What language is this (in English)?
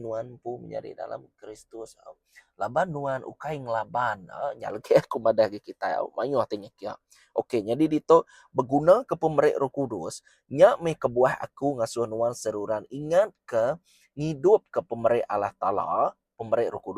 Iban